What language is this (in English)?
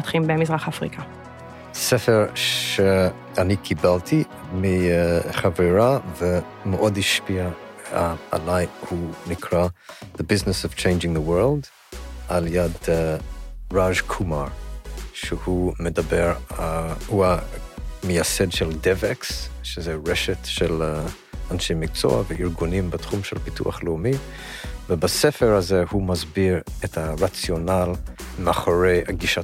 Hebrew